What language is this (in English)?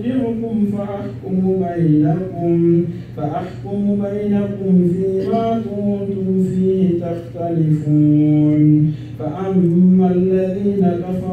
Arabic